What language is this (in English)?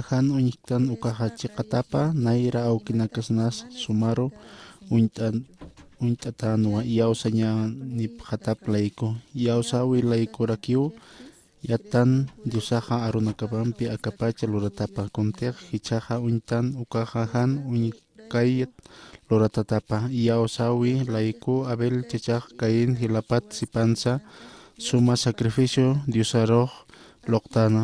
Aymara